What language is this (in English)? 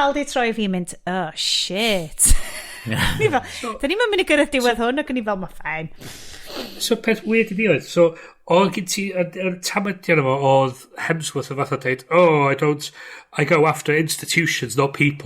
Welsh